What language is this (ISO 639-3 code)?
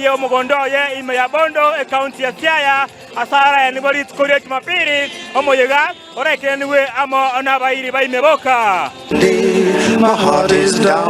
guz